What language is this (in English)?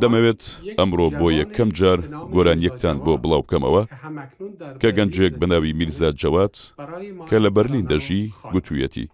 Central Kurdish